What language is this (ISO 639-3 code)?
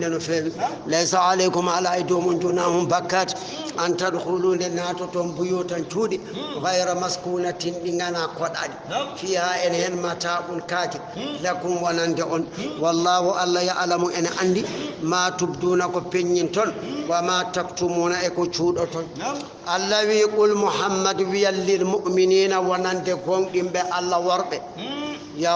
ful